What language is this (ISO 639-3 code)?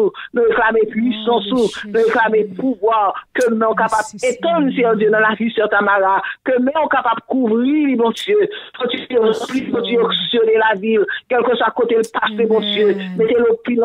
hat